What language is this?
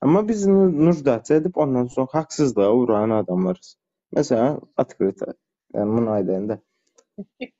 Turkmen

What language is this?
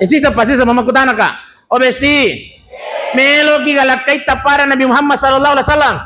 Buginese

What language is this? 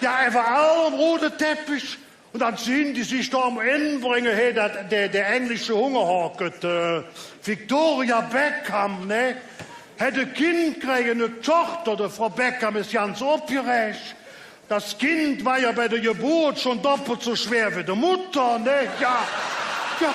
Colognian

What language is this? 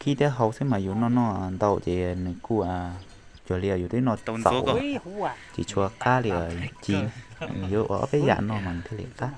Hmong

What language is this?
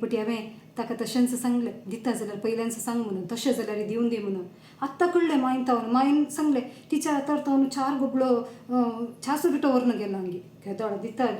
Konkani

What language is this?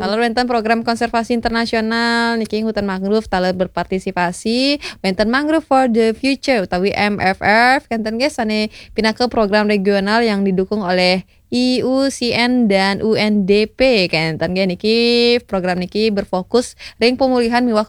Balinese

